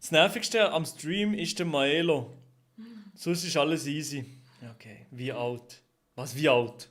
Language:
Swiss German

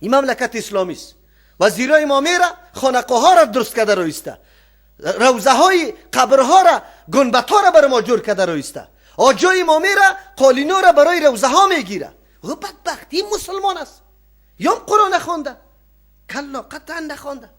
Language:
Persian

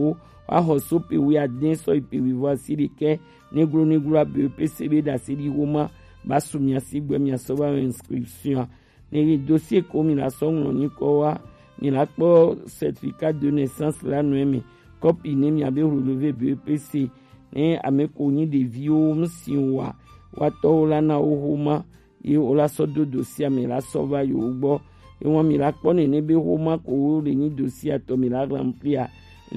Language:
Gen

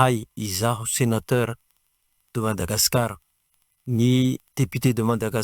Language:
Malagasy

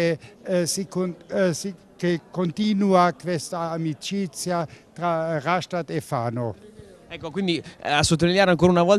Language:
Italian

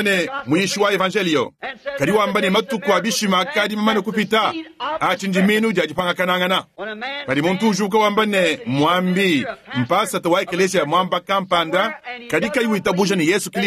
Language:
Luba-Lulua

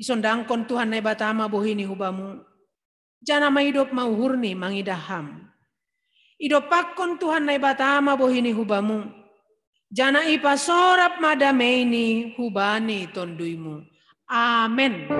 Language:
Batak Simalungun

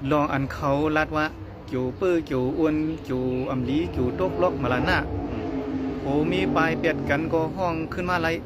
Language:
Shan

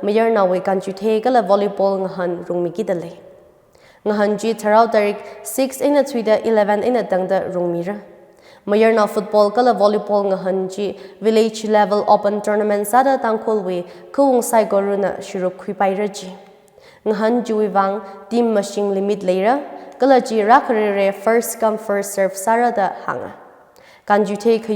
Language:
Tangkhul Naga (India)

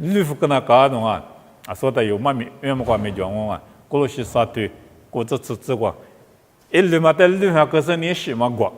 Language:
Lisu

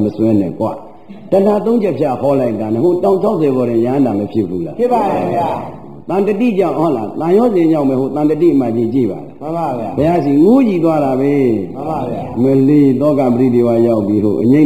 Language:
Burmese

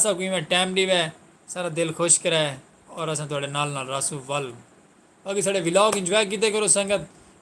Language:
Saraiki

